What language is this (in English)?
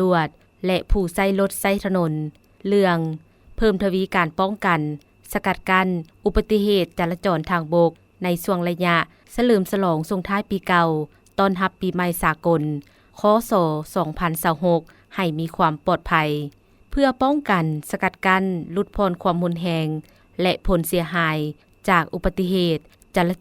Lao